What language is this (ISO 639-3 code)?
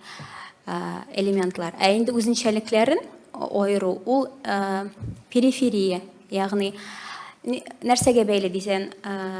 tat